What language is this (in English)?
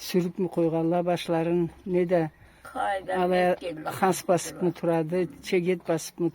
Karachay-Balkar